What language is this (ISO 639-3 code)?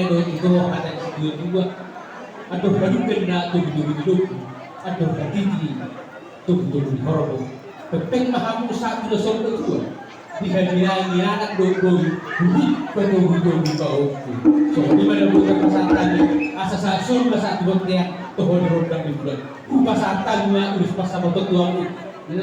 bbc